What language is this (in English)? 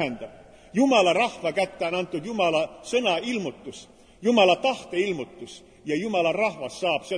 Estonian